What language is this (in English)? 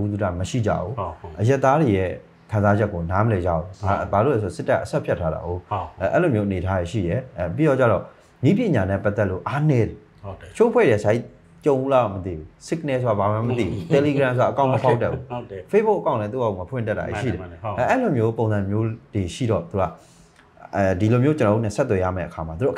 Burmese